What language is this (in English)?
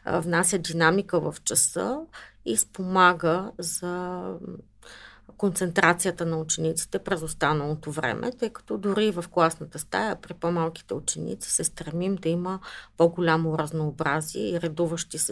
Bulgarian